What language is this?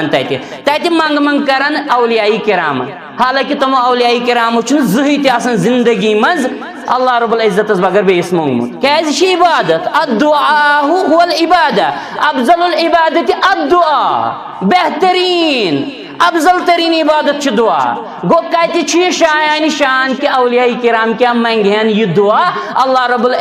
Kashmiri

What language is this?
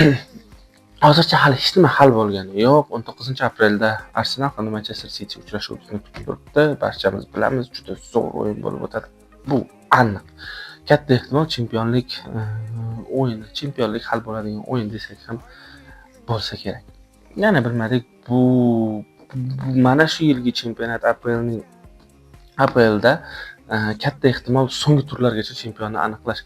Uzbek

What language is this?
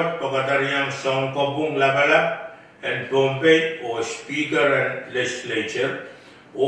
Pohnpeian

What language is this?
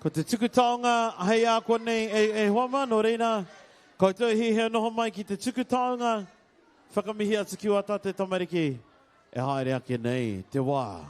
Māori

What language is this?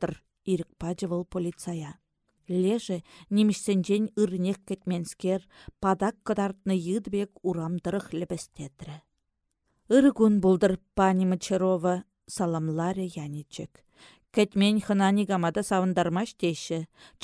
Chuvash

